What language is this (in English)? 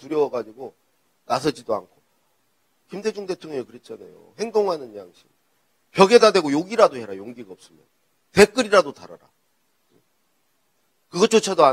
Korean